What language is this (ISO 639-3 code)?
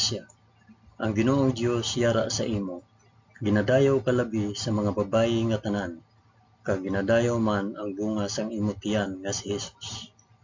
hil